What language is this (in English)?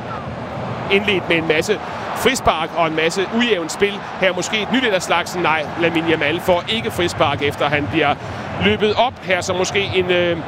Danish